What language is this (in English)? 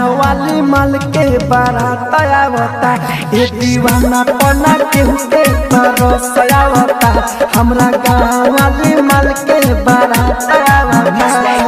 Bhojpuri